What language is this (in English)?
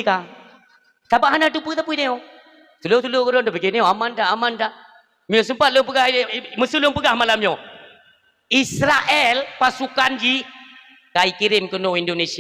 Achinese